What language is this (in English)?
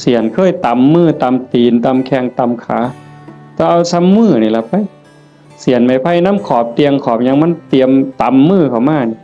Northeastern Thai